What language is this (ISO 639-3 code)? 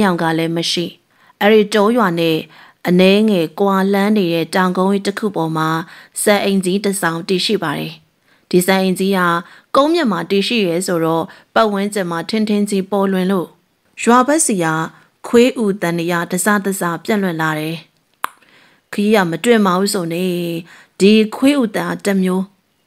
mya